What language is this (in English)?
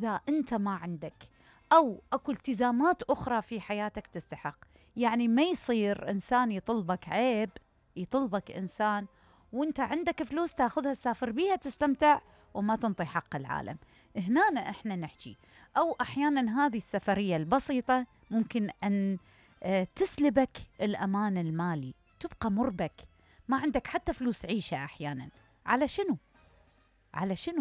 Mesopotamian Arabic